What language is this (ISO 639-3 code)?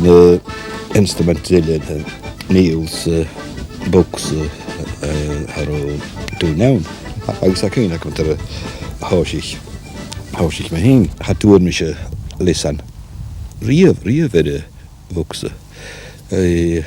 gla